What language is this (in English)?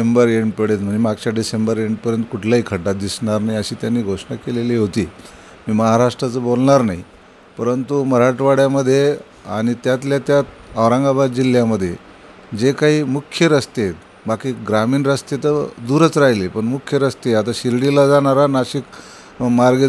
Marathi